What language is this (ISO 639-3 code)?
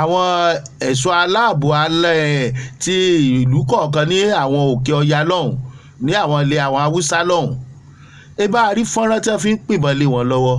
yor